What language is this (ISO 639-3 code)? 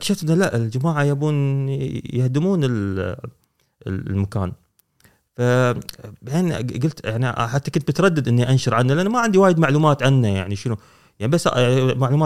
afb